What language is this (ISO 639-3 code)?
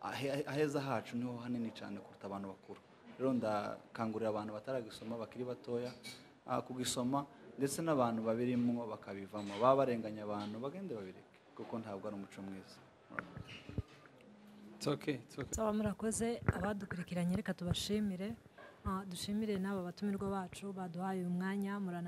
kin